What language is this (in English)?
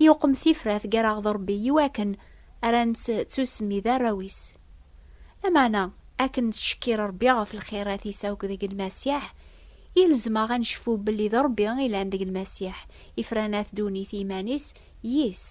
Kabyle